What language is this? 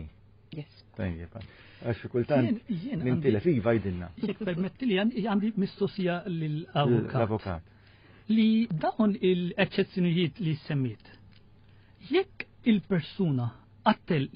Maltese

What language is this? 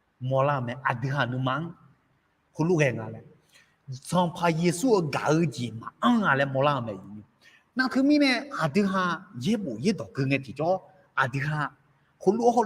Akha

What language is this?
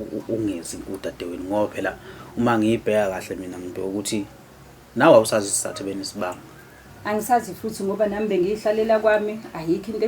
Zulu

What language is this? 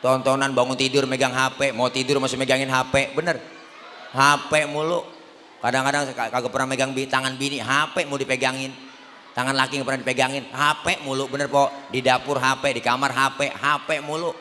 Betawi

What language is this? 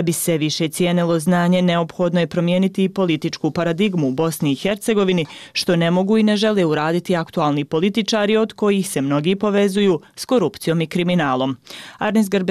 Bosnian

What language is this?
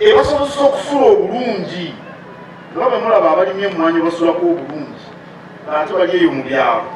Ganda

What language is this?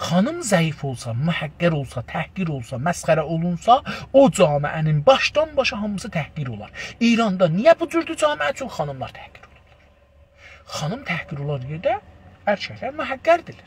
South Azerbaijani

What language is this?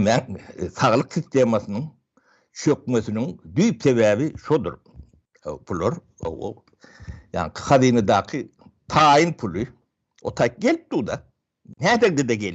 Turkmen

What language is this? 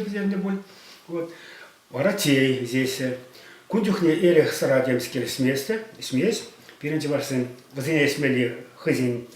Chuvash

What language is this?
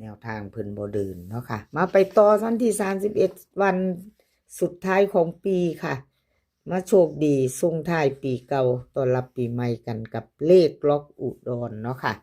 Northeastern Thai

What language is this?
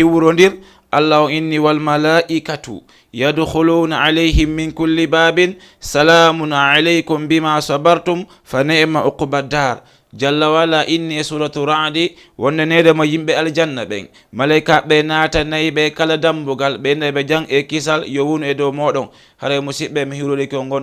Fula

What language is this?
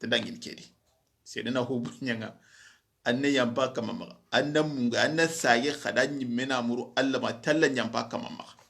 Soninke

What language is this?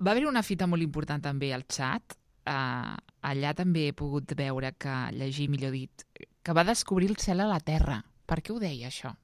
Catalan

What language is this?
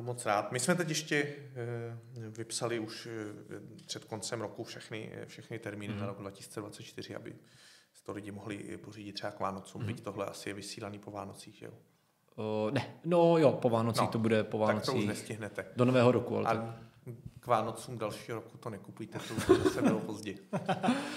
Czech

